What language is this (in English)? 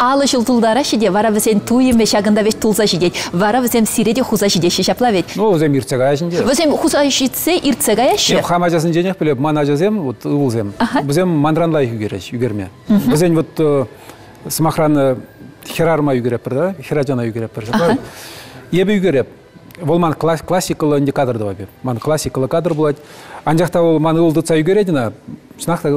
Chuvash